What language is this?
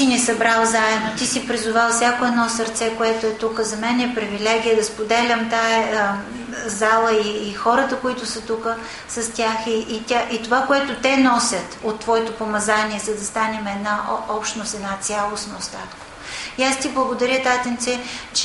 Bulgarian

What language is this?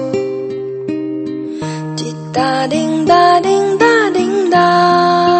Chinese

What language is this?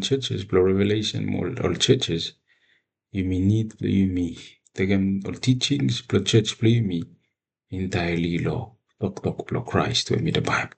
Bislama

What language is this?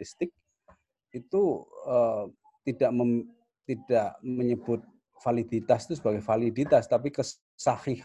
Indonesian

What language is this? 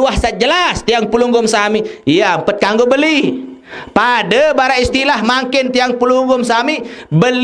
Sasak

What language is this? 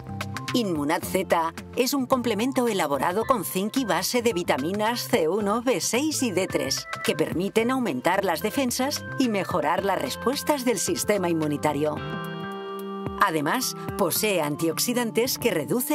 Spanish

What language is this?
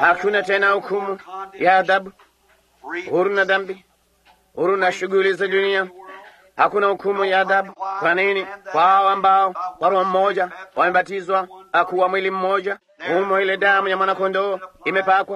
Swahili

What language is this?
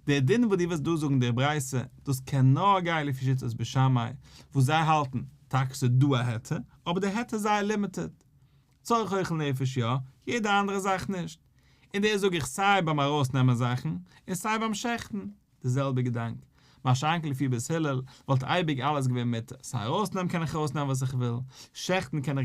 Yiddish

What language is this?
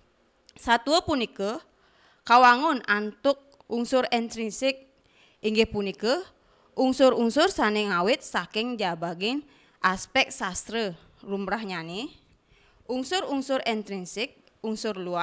Balinese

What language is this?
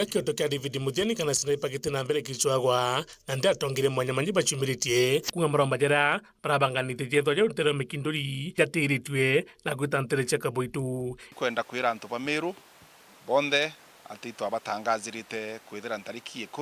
Meru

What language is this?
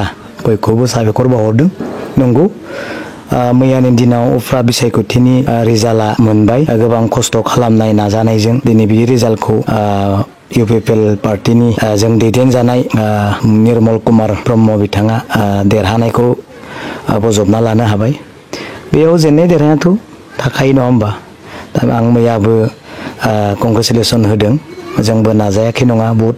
Bodo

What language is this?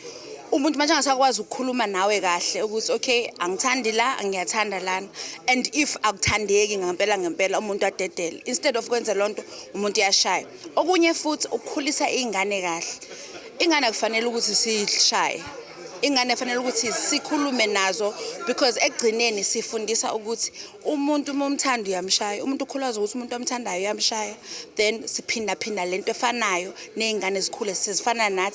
Zulu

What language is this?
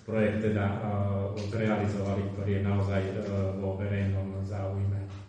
Slovak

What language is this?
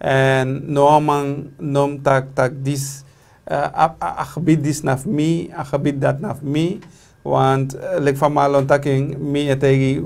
Sranan Tongo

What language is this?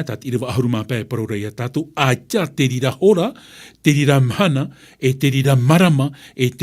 Tahitian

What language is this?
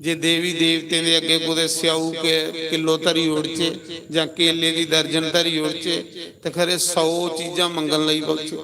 Dogri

